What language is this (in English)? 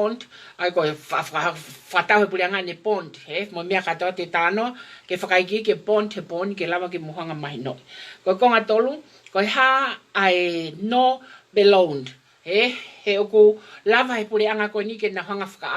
Tongan